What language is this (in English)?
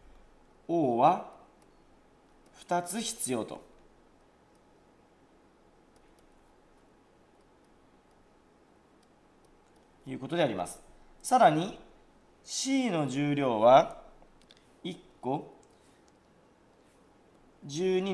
Japanese